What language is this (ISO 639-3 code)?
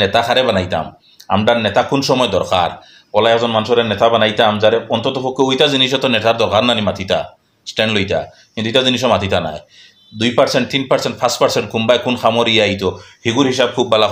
syl